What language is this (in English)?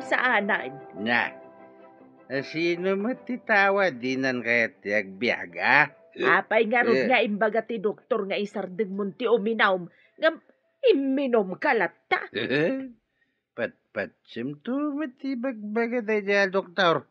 Iloko